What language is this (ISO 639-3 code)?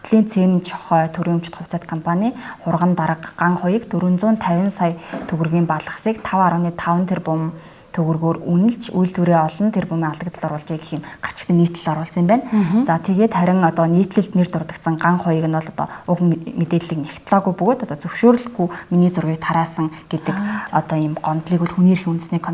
mon